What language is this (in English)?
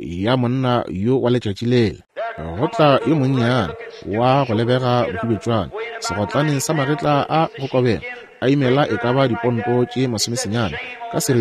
Northern Sotho